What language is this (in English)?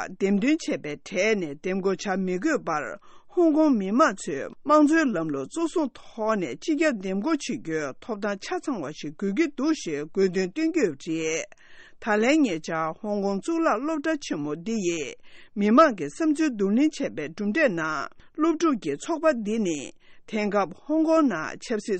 Tibetan